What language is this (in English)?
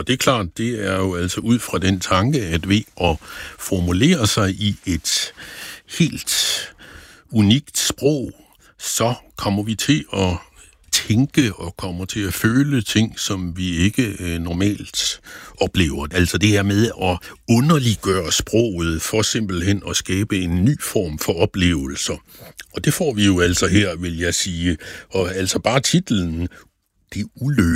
Danish